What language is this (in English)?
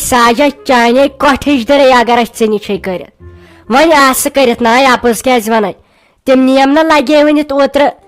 Kashmiri